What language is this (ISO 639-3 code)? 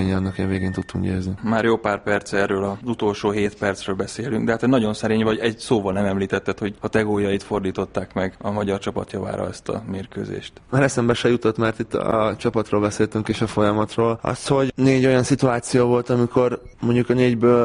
hun